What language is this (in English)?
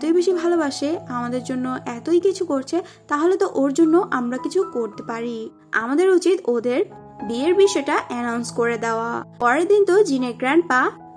Bangla